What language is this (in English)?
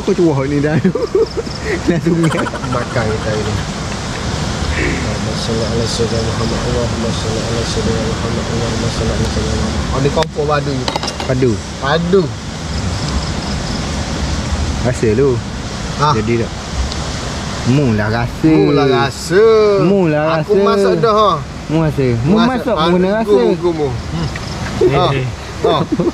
Malay